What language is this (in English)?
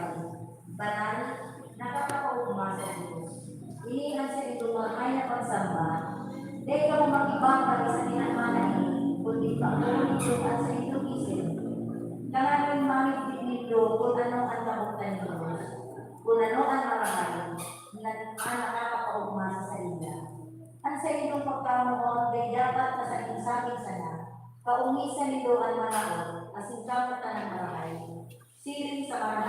Bikol